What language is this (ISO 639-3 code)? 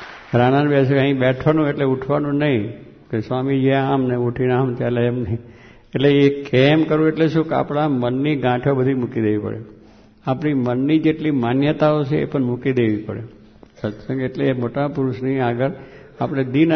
guj